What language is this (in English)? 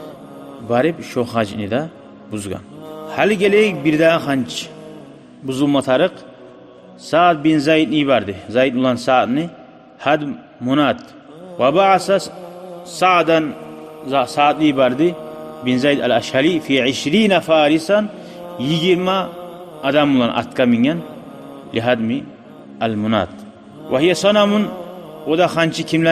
Kumyk